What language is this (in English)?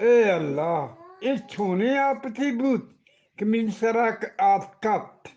Eastern Balochi